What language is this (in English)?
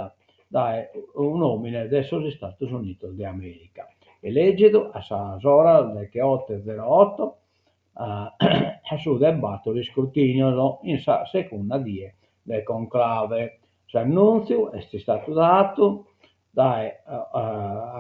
Sardinian